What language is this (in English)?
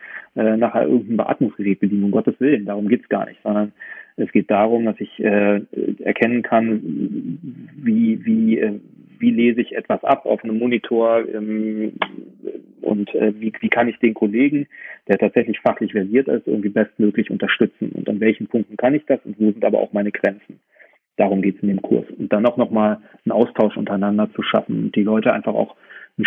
German